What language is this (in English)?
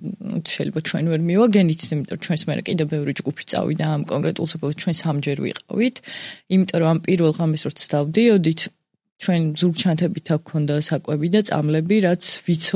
Georgian